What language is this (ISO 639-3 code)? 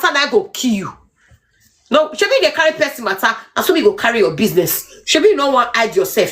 pcm